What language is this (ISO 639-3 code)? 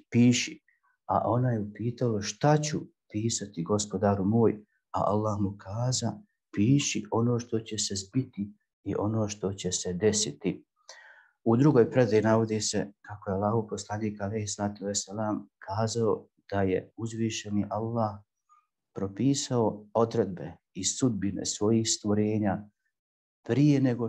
bos